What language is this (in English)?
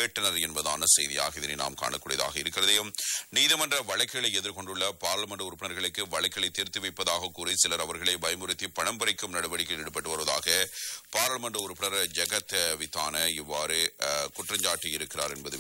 Tamil